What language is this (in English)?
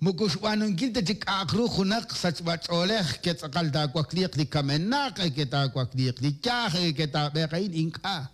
Kekchí